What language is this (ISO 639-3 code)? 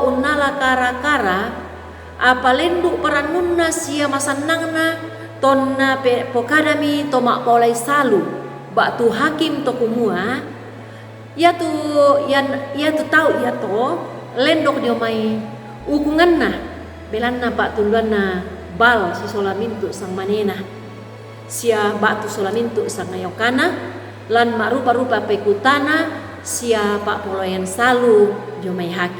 sda